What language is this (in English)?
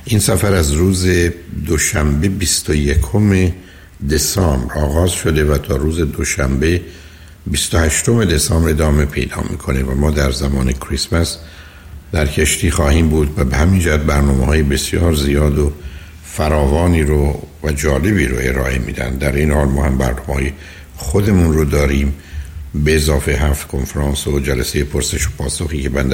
Persian